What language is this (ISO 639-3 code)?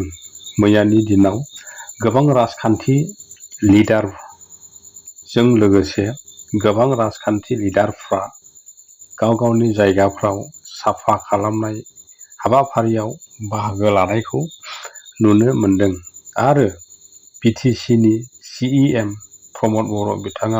brx